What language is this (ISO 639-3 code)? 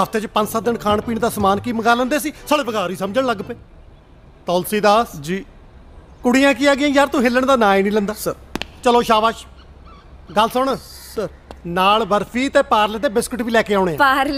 pan